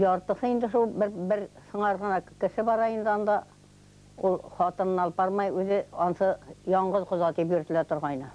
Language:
Bashkir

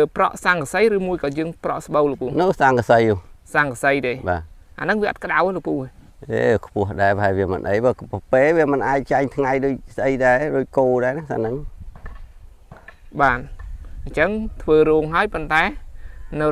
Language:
Khmer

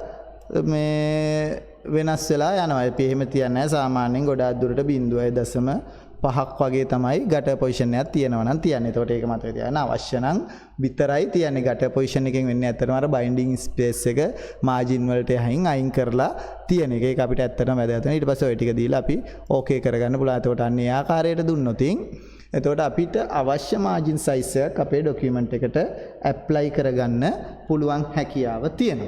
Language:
Sinhala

